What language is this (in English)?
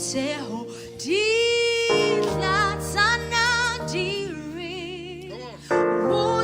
Southern Sotho